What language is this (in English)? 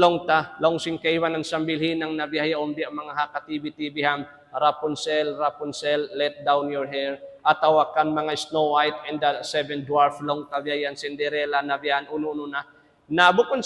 Tausug